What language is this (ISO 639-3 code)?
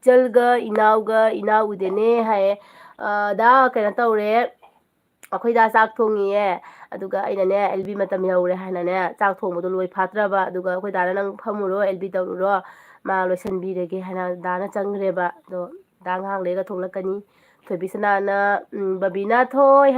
mni